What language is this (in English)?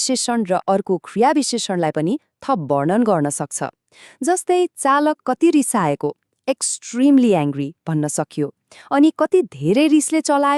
Nepali